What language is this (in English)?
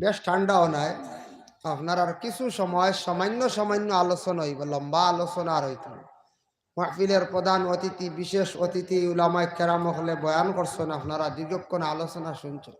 Sylheti